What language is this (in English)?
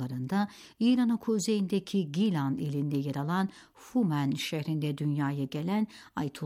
Turkish